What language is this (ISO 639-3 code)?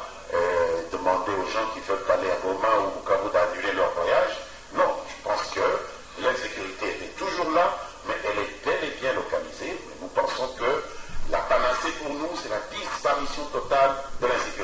fra